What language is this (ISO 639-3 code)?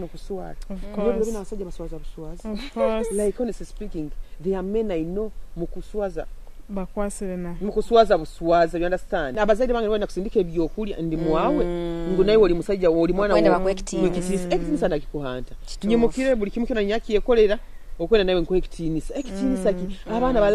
nyo